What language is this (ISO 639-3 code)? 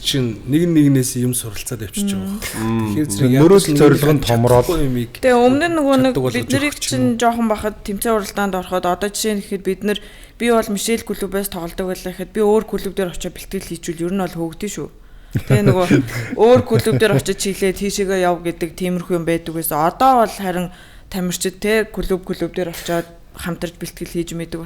mon